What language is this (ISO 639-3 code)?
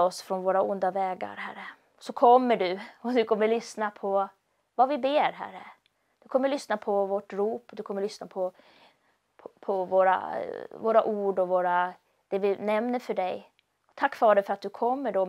swe